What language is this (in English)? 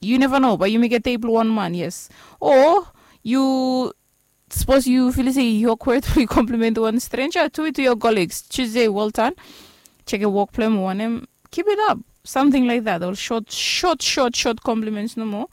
Bislama